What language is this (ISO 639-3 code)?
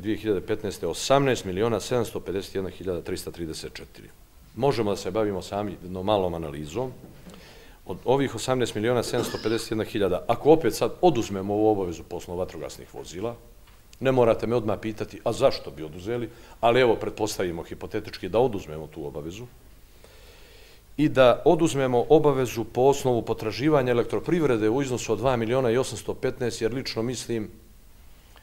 bos